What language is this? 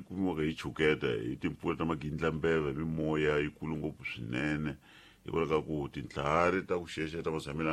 Tsonga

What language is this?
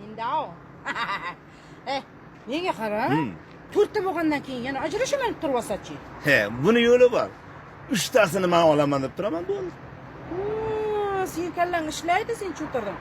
Uzbek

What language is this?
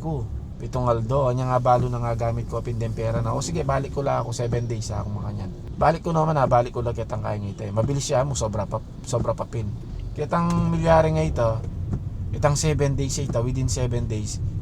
Pampanga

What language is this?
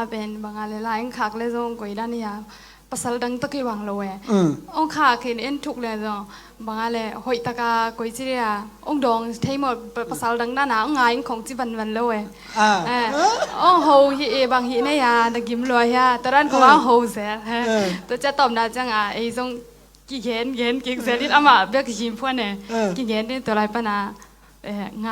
Tedim Chin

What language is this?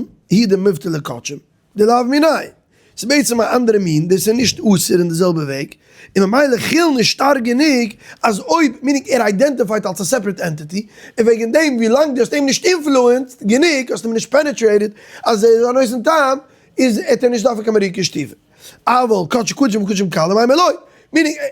Yiddish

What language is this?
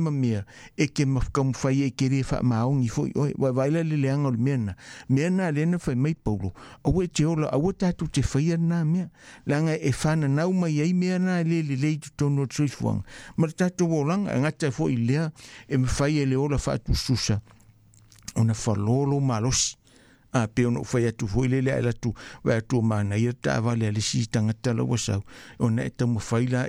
Samoan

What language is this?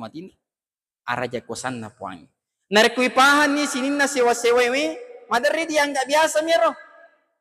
Buginese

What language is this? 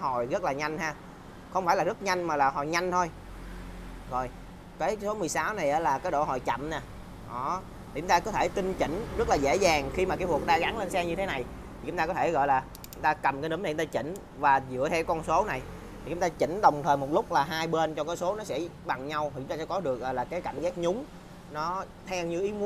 Vietnamese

